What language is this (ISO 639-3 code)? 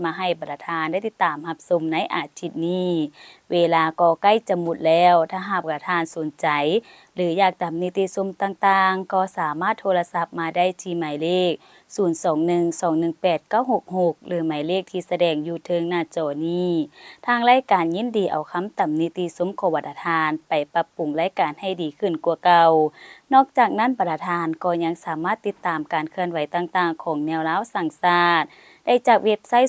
lao